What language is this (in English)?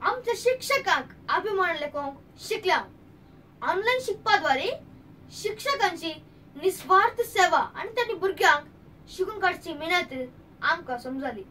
Konkani